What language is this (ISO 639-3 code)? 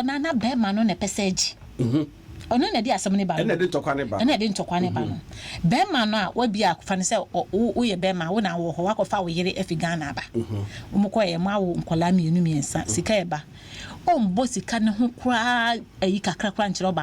aka